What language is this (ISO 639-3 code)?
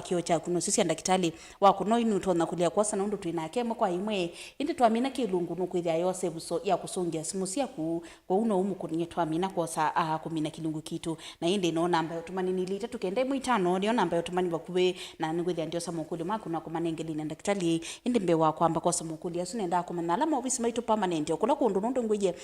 kam